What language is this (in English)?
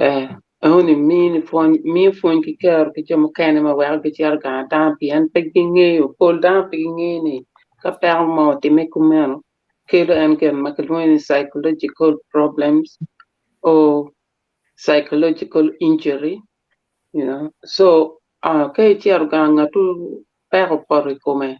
Acoli